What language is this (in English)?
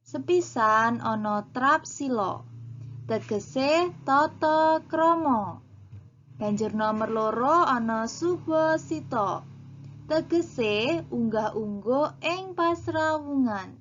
Javanese